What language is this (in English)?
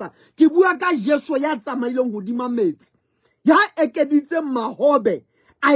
Southern Sotho